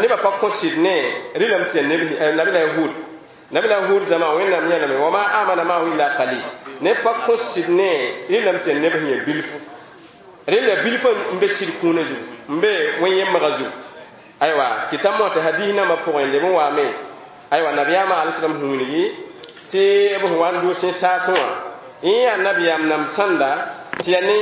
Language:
Mossi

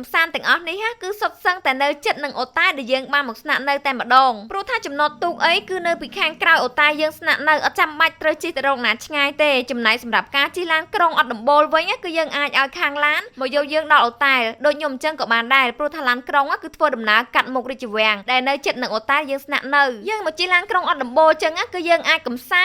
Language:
Khmer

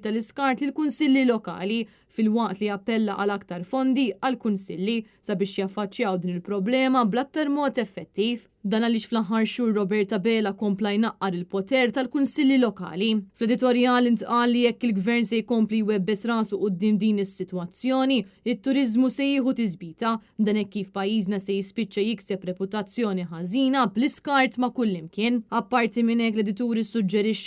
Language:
Maltese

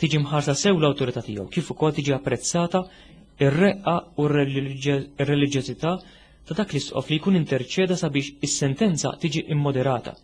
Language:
Maltese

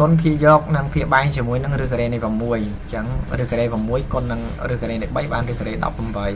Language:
Khmer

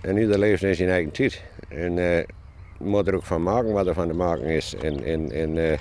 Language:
Western Frisian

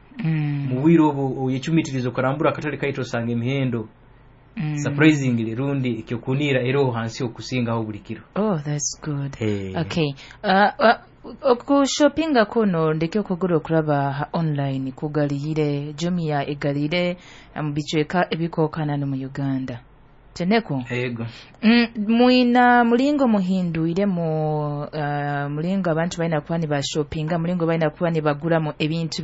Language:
Nyoro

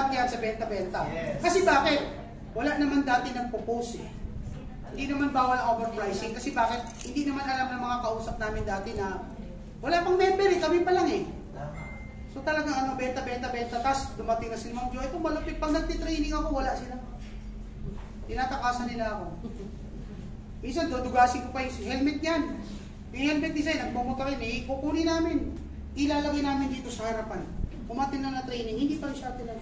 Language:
Filipino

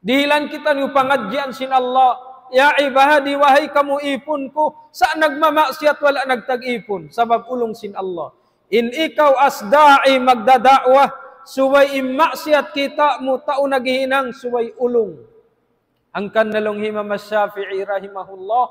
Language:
Tausug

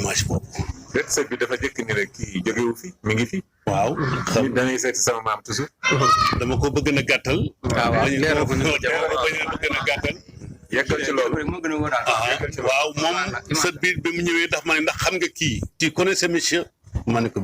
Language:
Wolof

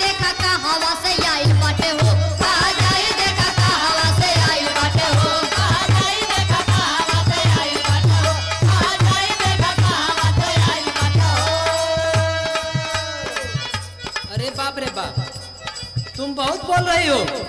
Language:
Bhojpuri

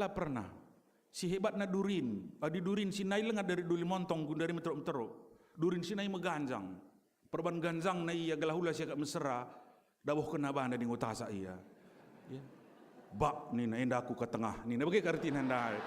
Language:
Batak Karo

